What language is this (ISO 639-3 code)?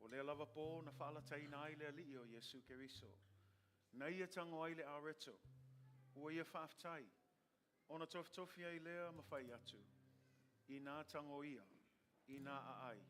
smo